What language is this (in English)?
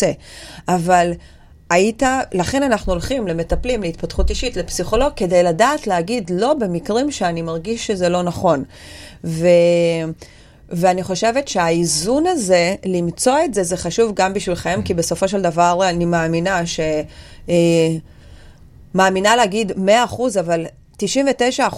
Hebrew